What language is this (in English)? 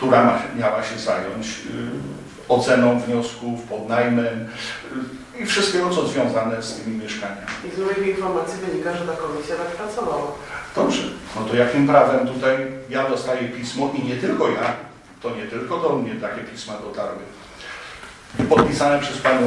Polish